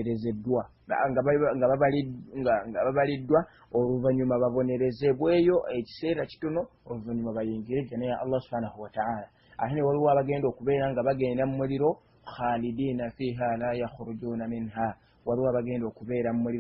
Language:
Ganda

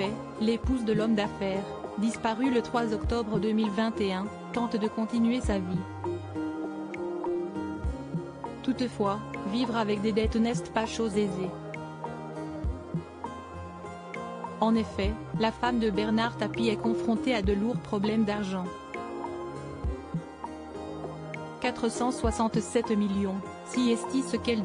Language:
French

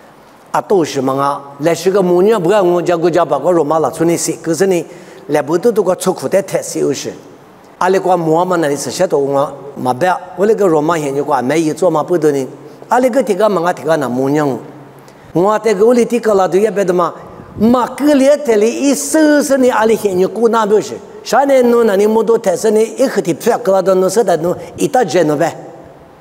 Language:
Lisu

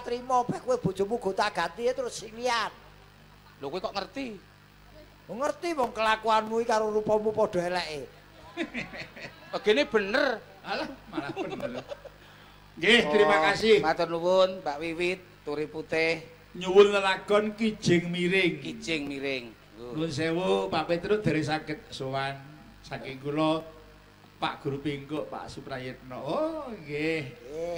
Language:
Javanese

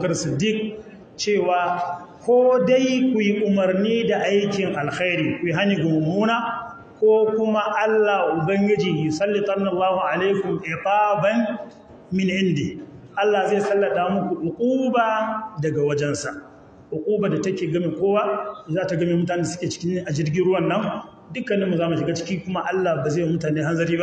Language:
Hausa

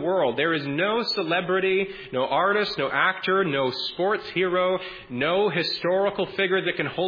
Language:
English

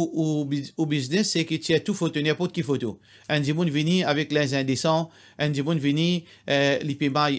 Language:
Morisyen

